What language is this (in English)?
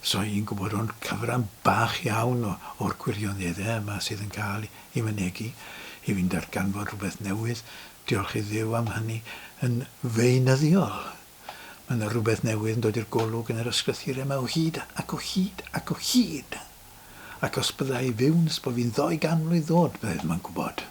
Welsh